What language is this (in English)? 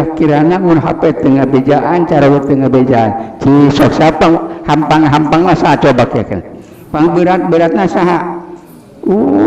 Sundanese